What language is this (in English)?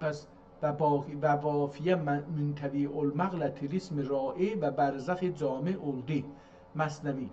South Azerbaijani